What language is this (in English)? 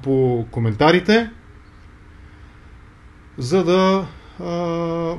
Bulgarian